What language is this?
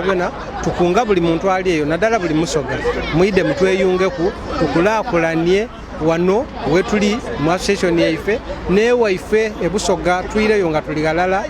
Soga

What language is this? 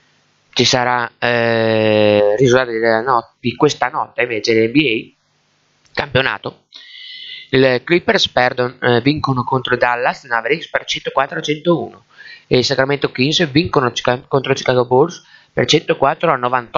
Italian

